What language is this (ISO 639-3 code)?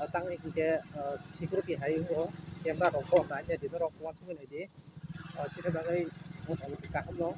trp